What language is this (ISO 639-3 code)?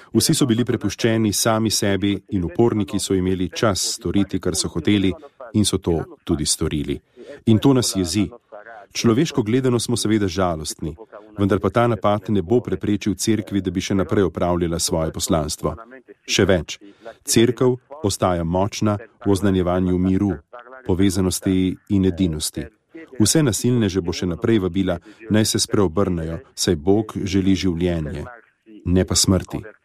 slv